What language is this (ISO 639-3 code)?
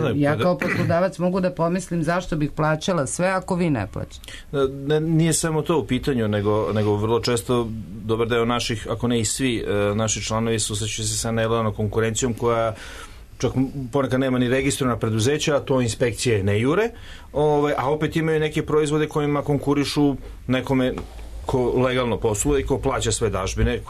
srp